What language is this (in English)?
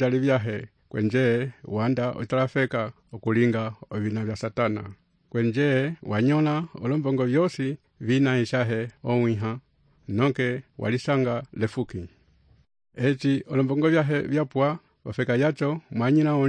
Umbundu